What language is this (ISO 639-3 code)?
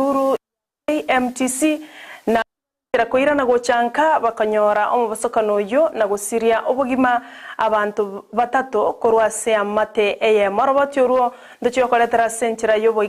guz